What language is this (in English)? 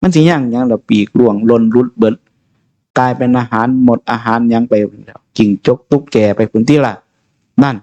Northeastern Thai